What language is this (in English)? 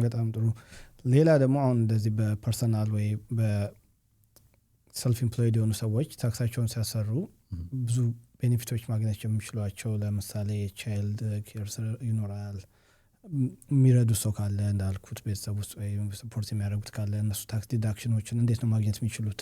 Amharic